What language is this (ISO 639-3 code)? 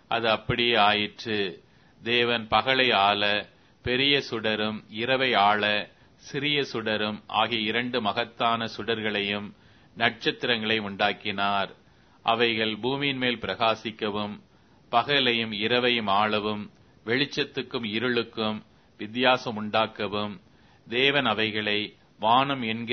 tam